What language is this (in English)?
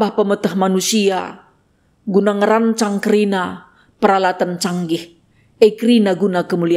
Batak Karo